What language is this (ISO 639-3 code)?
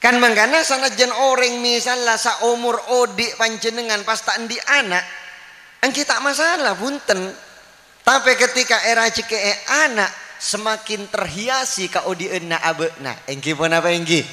mad